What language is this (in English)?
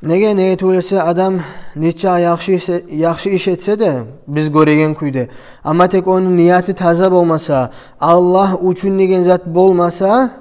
Kumyk